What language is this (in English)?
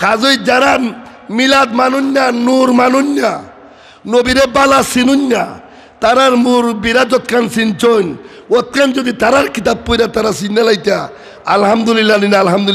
Sylheti